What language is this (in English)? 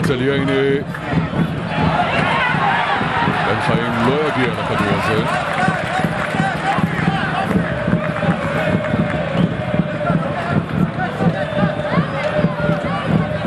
Hebrew